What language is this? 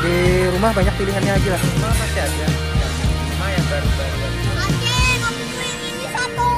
Banjar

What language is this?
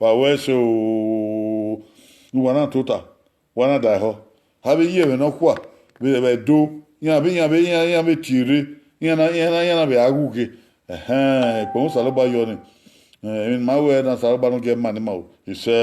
Bini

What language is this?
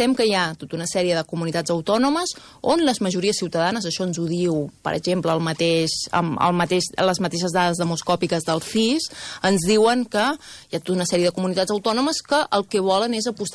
Catalan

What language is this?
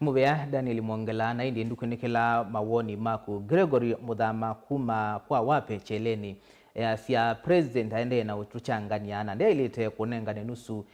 Kamba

